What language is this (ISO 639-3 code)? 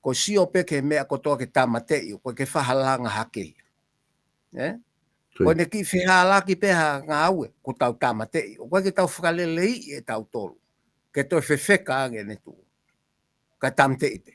ton